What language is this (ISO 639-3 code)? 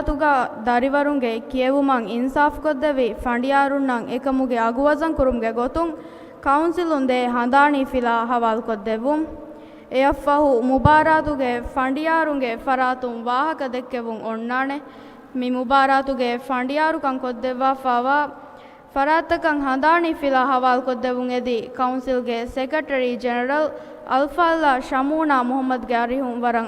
div